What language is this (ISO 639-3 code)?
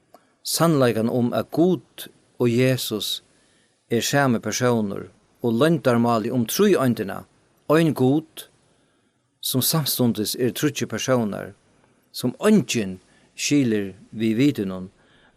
fao